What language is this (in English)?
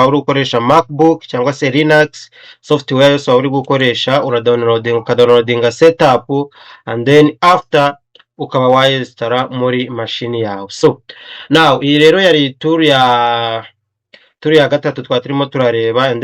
Kinyarwanda